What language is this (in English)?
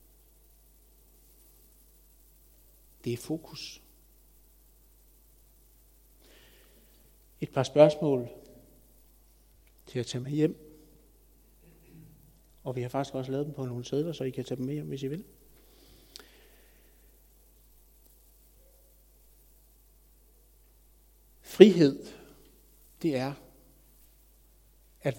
Danish